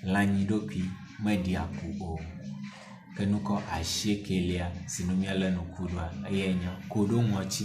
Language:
Ewe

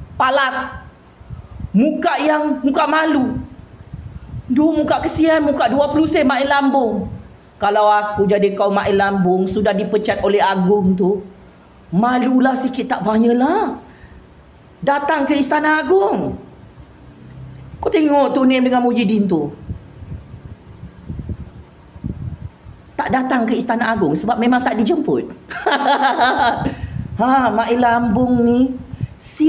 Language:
Malay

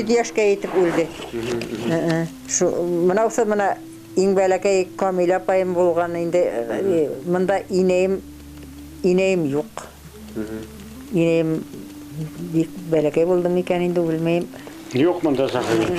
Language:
Bashkir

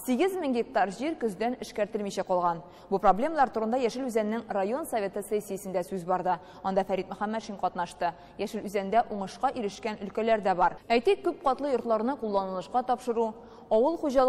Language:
Tatar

